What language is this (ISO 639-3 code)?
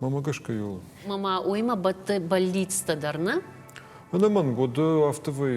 oss